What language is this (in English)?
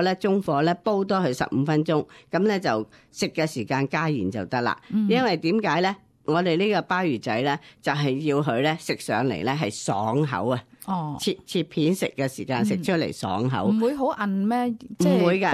Cantonese